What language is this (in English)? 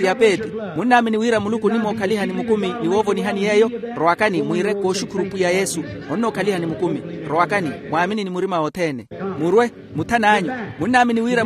Makhuwa